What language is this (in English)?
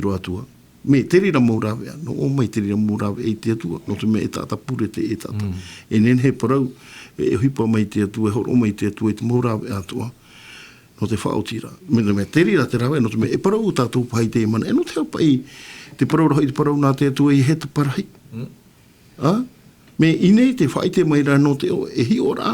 Tahitian